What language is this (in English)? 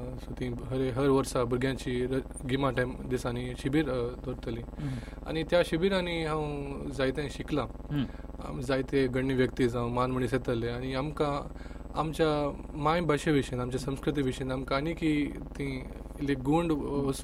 Konkani